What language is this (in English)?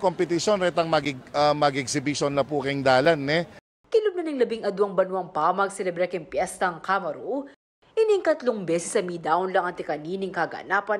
Pampanga